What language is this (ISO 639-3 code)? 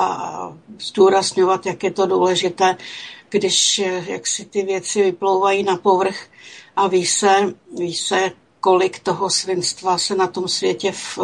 ces